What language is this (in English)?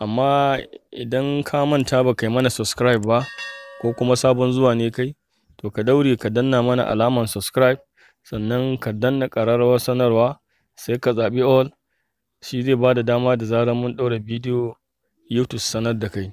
Hausa